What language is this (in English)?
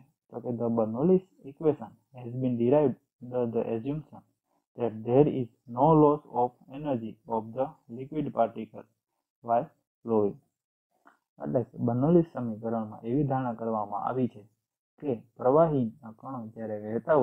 Gujarati